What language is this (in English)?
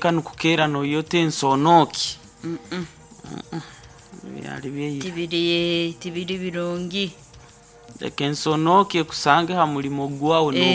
Nyoro